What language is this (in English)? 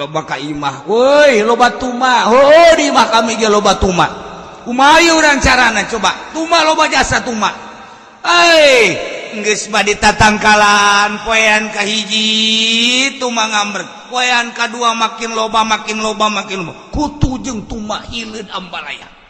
Sundanese